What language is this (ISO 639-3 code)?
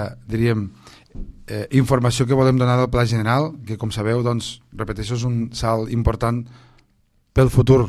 cat